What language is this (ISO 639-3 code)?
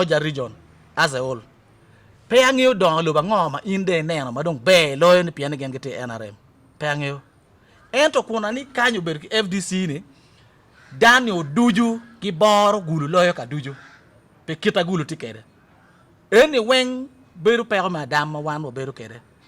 ach